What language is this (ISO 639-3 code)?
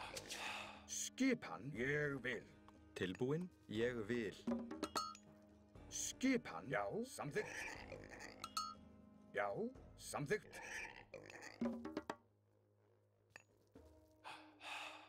isl